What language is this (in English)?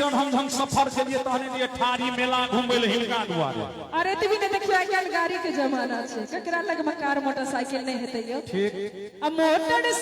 Maithili